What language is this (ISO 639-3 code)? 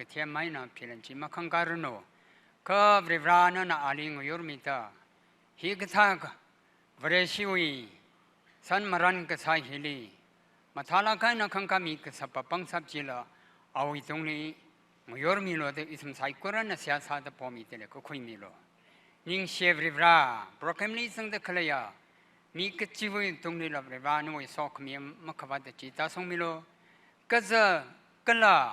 nmf